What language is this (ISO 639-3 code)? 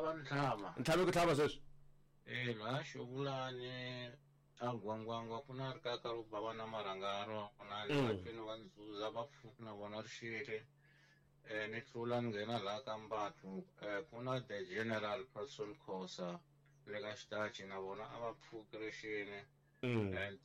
tso